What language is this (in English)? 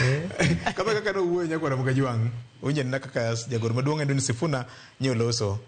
Luo (Kenya and Tanzania)